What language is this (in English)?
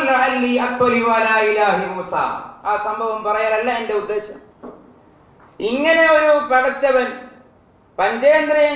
Malayalam